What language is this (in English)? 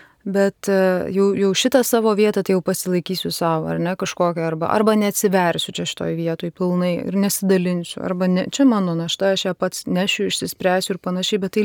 Lithuanian